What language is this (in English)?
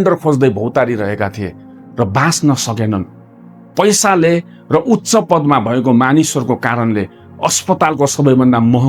Nepali